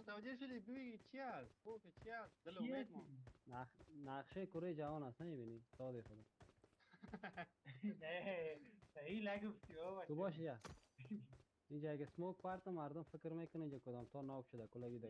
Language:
Persian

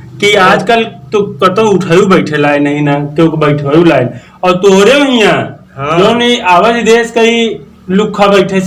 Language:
Awadhi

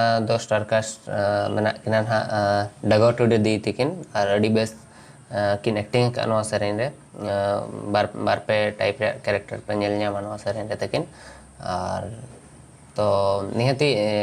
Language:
Santali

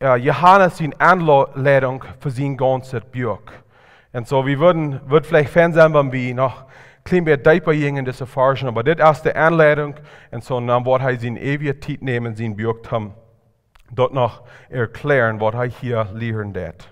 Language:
Plautdietsch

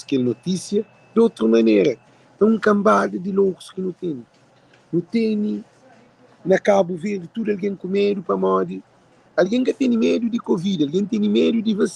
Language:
Kabuverdianu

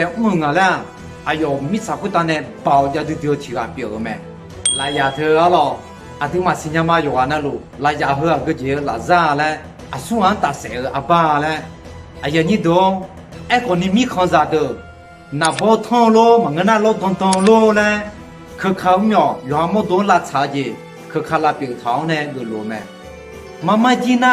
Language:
Akha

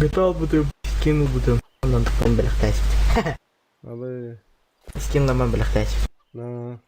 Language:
Yakut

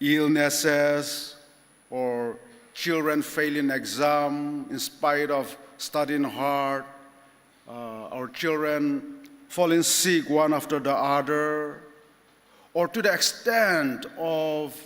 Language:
Ao Naga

